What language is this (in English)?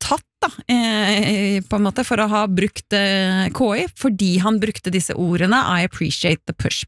Norwegian